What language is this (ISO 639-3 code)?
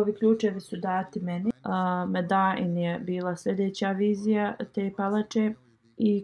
bos